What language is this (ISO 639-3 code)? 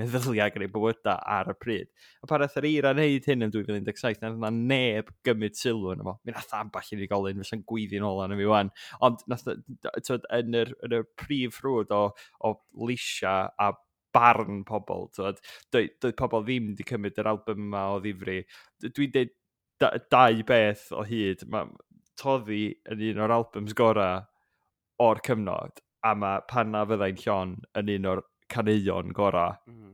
cym